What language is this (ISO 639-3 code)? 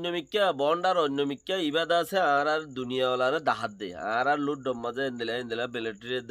rhg